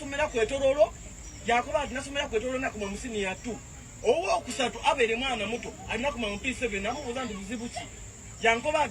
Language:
Ganda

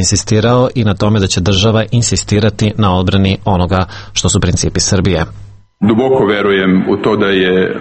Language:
Serbian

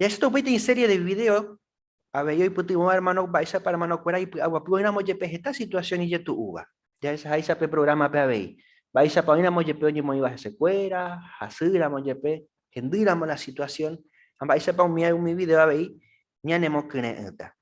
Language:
Guarani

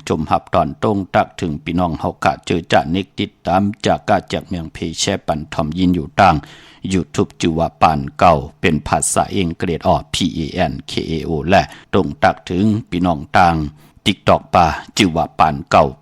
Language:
Shan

